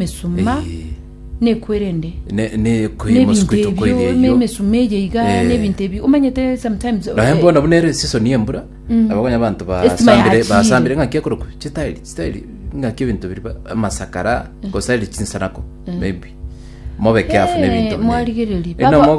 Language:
Gusii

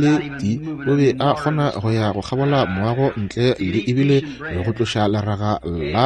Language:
Northern Sotho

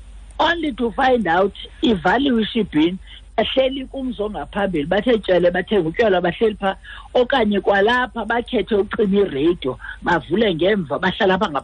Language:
Xhosa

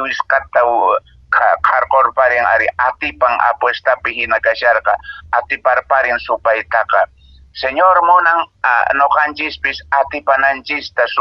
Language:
Quechua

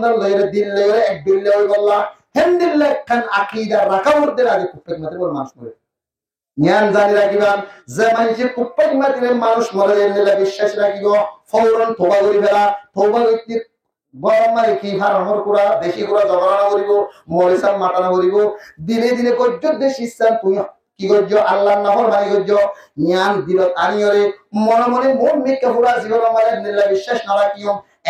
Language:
Rohingya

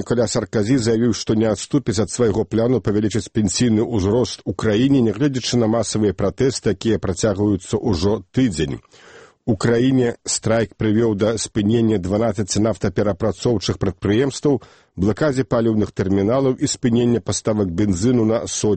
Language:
Belarusian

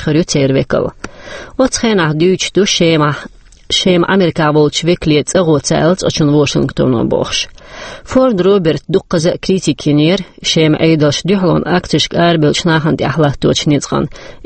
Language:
Chechen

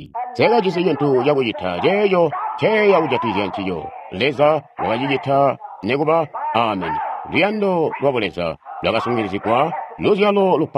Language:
Tonga (Zambia)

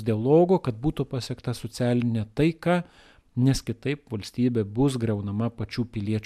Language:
Lithuanian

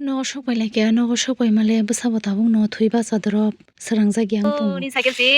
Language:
Kok Borok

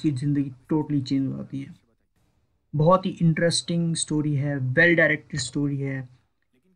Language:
Hindi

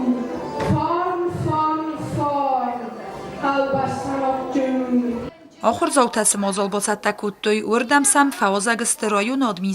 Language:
Ossetic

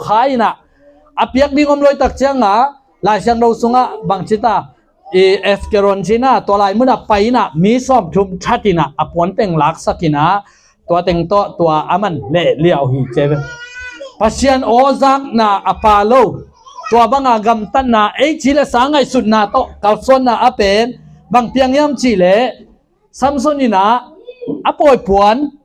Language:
Tedim Chin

